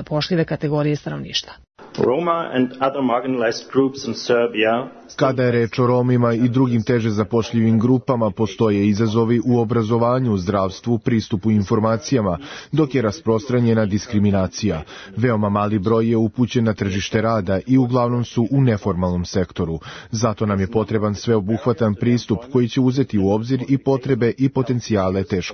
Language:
Serbian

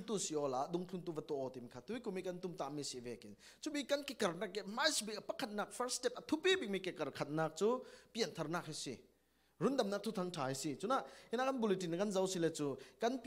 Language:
Falam Chin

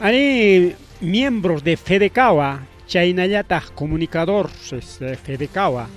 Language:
Ayacucho Quechua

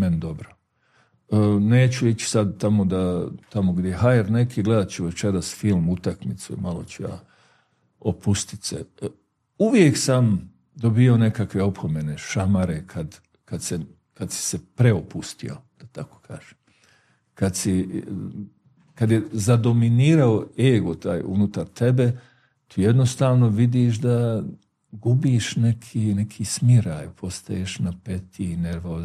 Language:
Bosnian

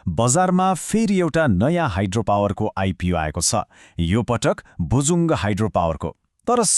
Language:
Nepali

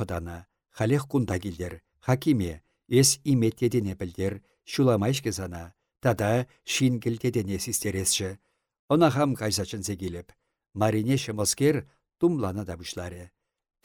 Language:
Chuvash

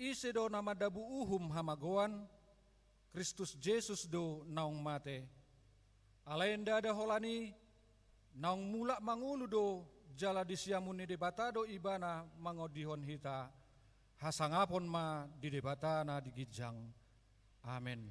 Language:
Batak Toba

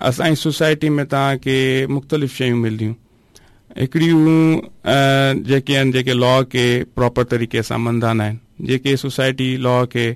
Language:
Saraiki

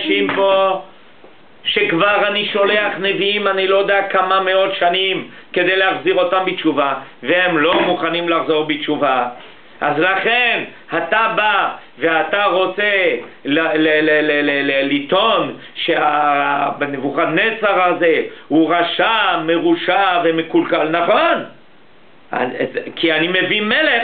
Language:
Hebrew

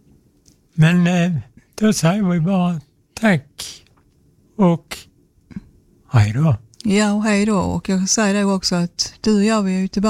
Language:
Swedish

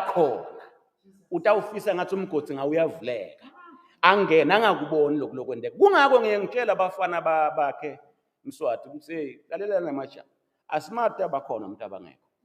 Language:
Swati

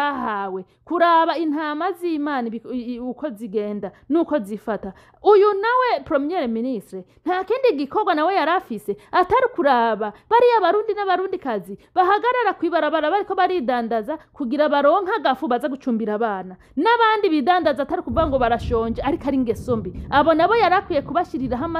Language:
Rundi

